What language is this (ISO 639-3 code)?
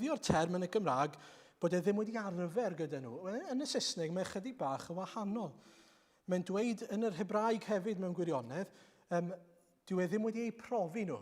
cym